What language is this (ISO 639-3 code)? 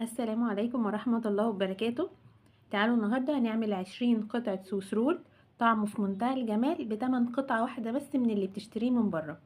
arz